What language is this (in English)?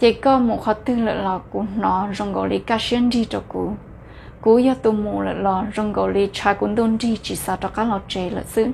Hmong